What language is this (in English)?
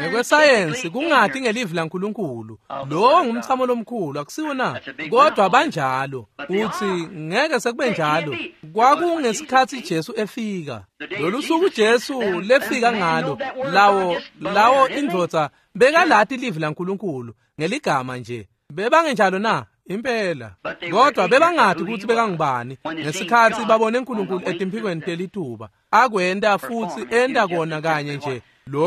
Swati